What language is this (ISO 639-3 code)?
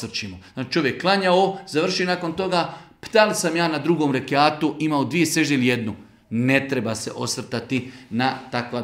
bos